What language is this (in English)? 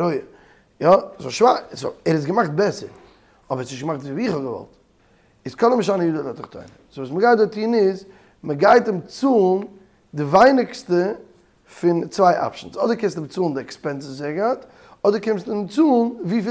Yiddish